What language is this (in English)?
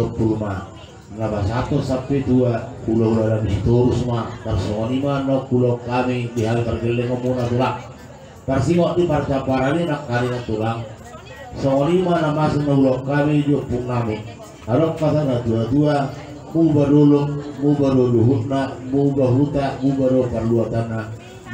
Batak Toba